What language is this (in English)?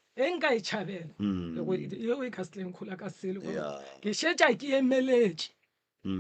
Northern Sotho